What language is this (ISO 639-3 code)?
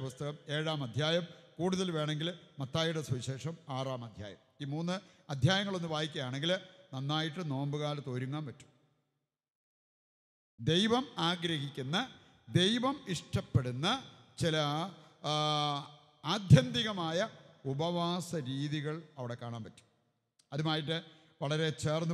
mal